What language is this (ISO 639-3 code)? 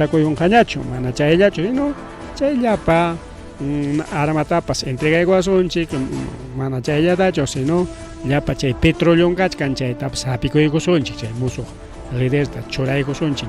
quy